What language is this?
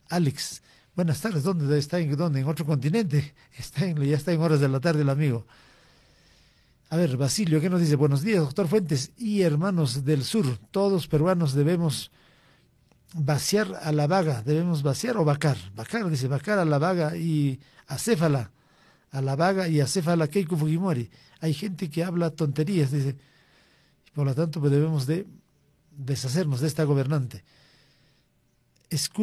Spanish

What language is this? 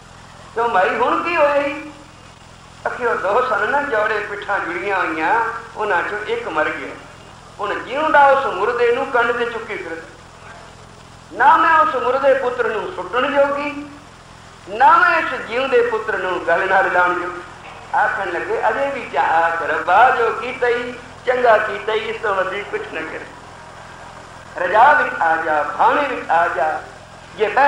Punjabi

